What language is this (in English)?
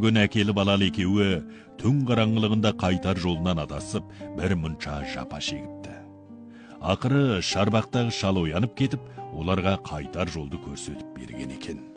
Kazakh